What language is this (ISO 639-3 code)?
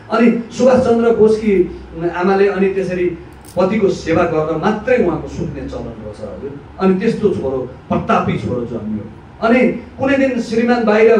nep